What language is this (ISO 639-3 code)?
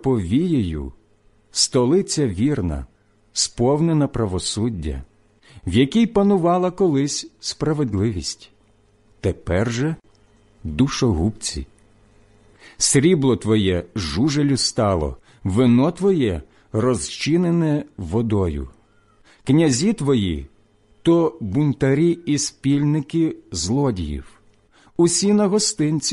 ukr